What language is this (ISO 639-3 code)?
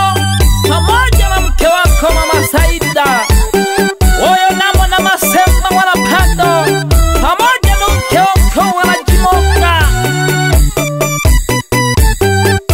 swa